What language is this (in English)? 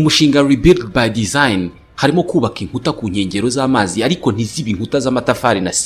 Kinyarwanda